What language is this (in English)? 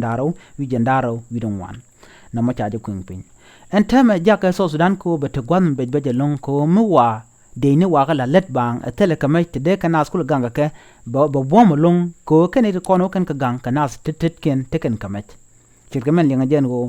Nuer